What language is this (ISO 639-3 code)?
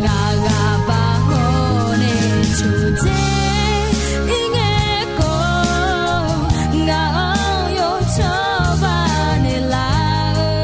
ahk